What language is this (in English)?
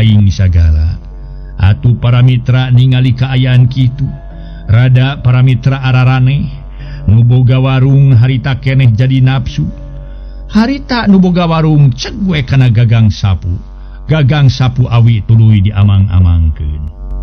Sundanese